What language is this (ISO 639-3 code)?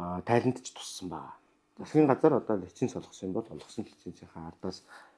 mon